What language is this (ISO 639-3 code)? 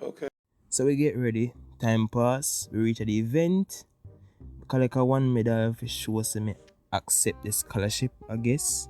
jam